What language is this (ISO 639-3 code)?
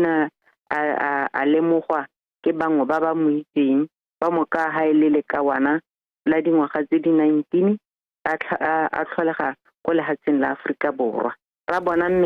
tsn